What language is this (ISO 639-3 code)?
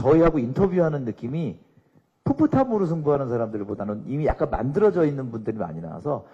kor